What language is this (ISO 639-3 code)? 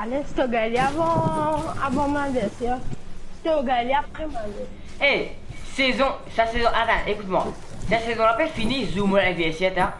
mfe